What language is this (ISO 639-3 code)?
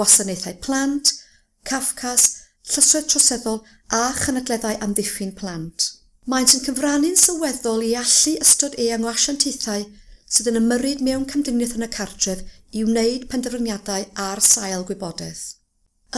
cym